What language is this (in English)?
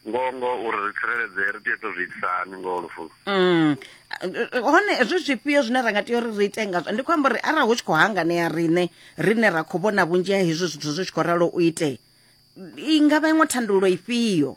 Venda